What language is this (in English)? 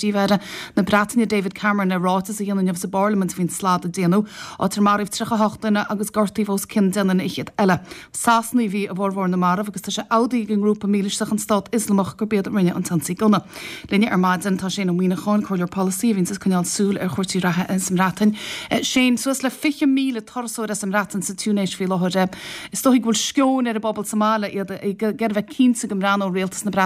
Irish